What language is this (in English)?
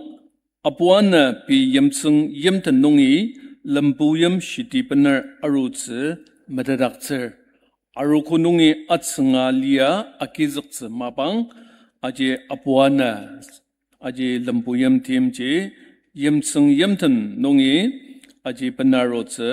Ao Naga